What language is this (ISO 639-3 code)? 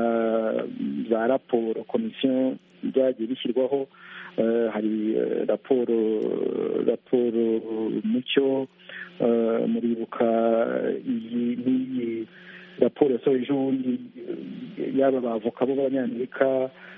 kin